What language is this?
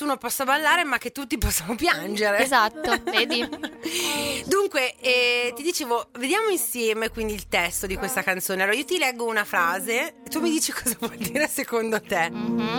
Italian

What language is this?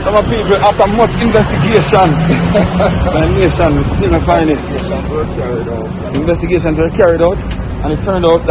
Jamaican Creole English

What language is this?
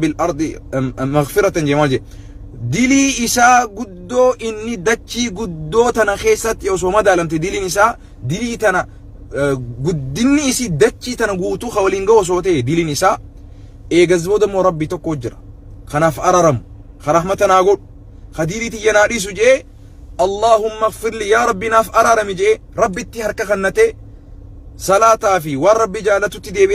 Oromo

